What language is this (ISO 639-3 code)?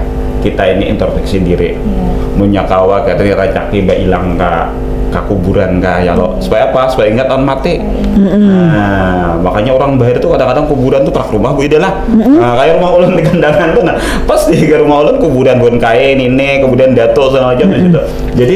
bjn